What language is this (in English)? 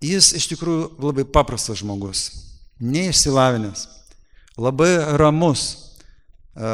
Lithuanian